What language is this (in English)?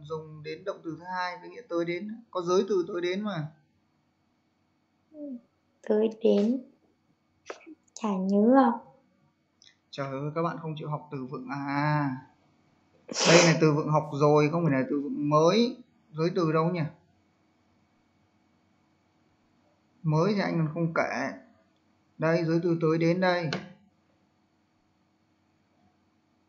Vietnamese